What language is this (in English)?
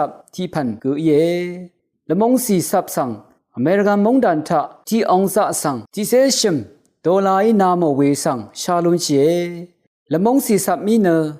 Rawang